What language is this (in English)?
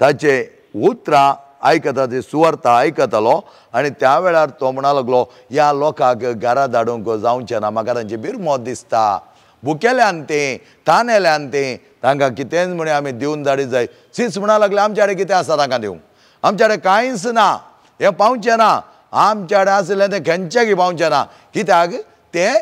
Konkani